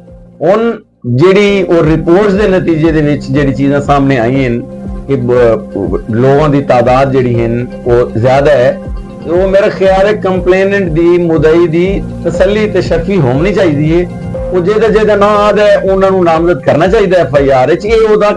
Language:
Saraiki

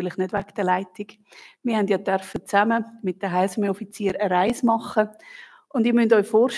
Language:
Swiss German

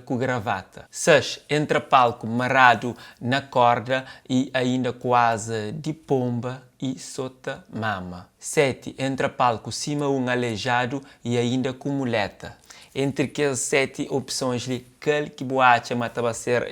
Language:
Kabuverdianu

